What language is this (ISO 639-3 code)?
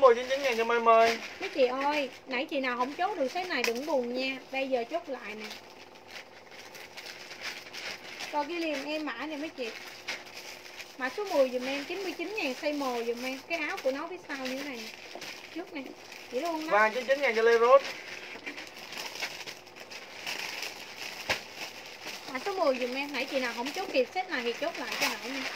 vie